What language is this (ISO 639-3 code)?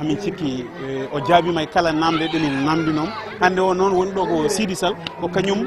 ful